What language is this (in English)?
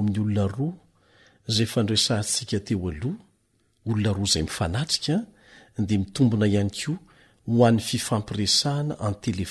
Malagasy